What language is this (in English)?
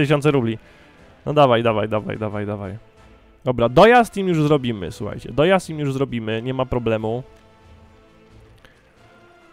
Polish